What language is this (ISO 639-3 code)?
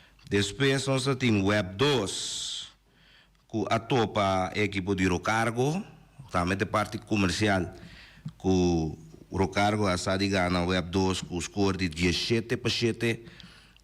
pap